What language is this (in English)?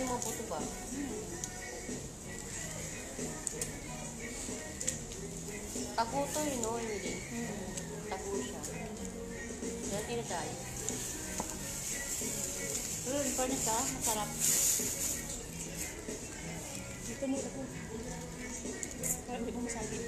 Filipino